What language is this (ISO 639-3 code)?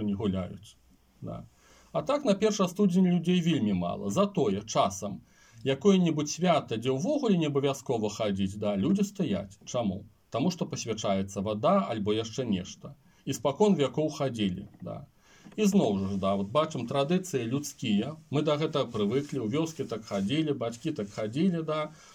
bel